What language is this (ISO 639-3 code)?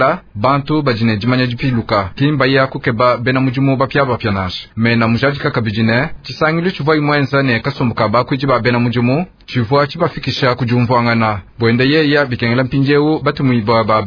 lua